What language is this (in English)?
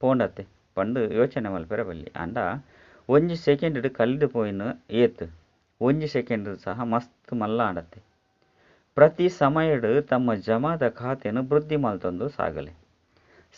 Tulu